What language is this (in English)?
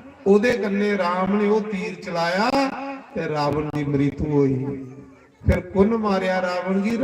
Dogri